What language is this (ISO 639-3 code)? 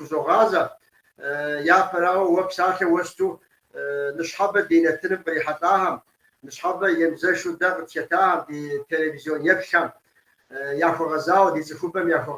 kbd